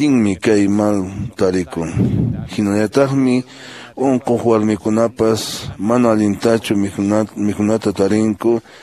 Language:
Quechua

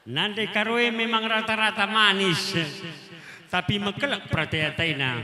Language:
Batak Karo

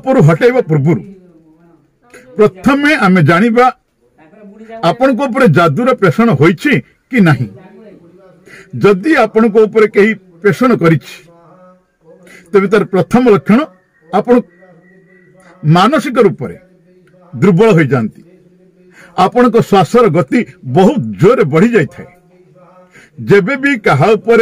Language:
Odia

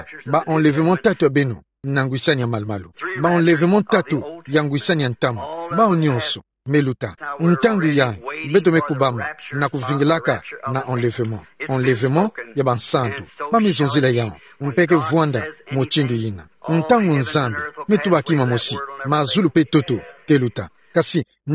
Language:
Kituba (Democratic Republic of Congo)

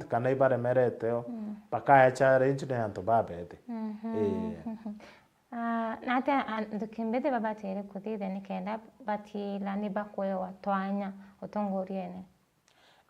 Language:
Meru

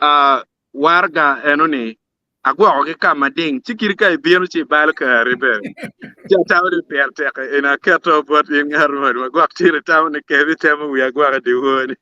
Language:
Acoli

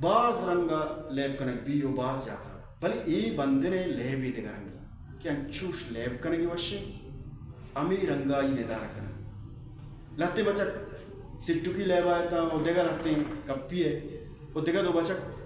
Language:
Baluchi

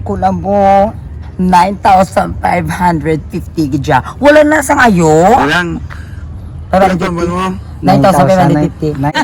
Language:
Hiligaynon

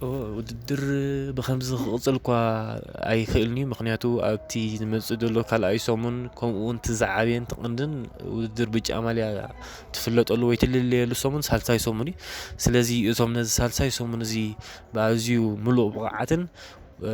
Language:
Tigrinya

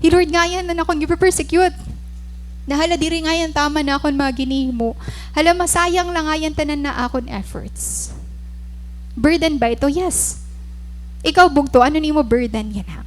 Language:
Waray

